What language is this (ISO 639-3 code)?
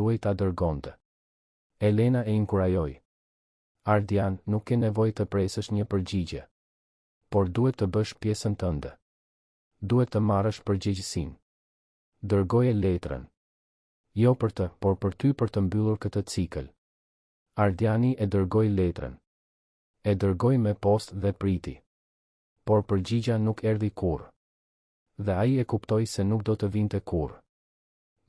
sqi